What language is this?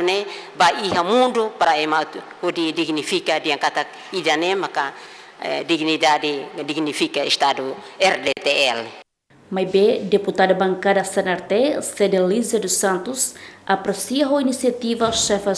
Tetum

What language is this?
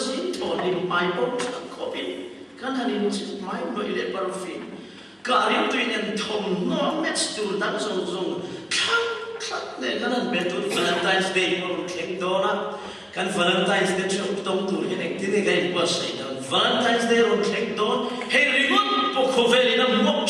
Mizo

